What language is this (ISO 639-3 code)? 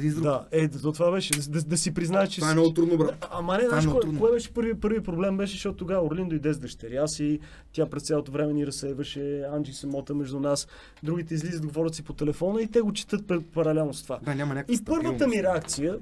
bul